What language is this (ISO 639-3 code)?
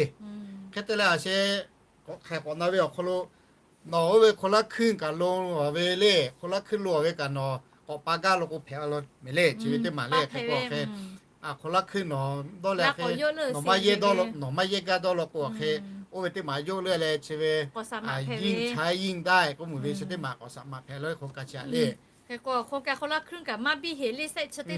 lhu